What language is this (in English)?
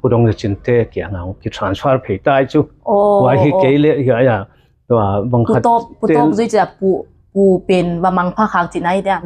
Tedim Chin